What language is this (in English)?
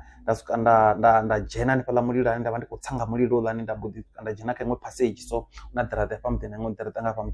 Venda